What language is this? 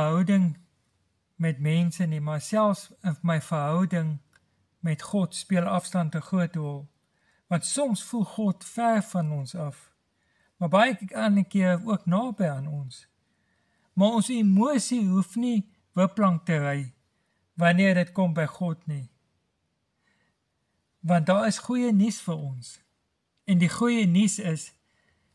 Afrikaans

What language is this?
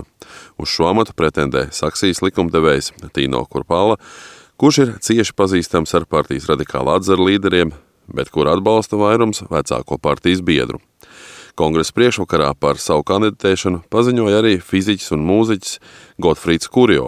Latvian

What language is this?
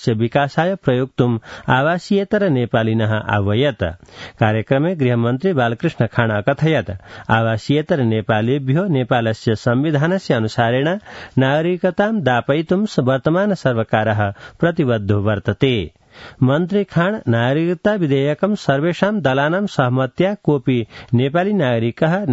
Sanskrit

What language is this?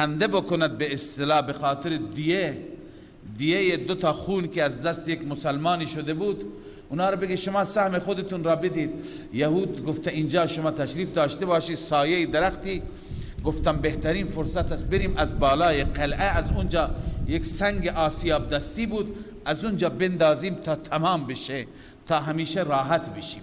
Persian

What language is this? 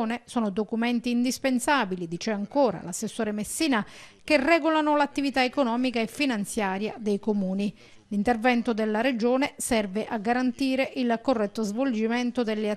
Italian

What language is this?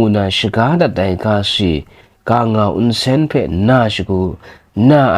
Kachin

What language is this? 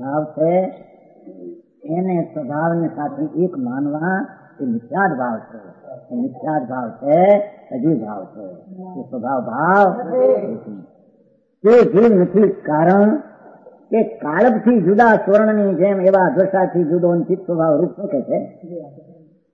Gujarati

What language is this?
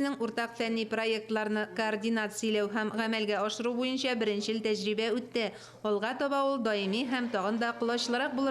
Tatar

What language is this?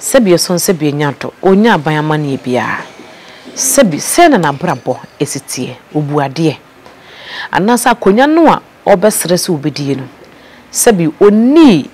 Akan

